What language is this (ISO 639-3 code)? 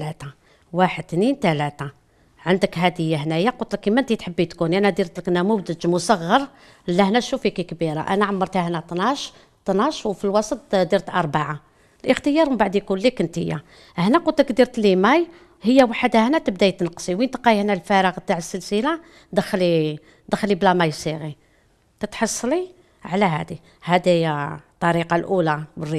arq